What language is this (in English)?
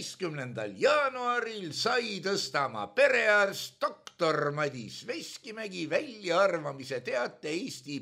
Estonian